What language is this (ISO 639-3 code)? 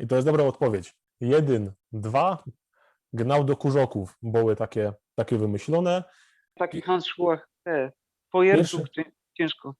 szl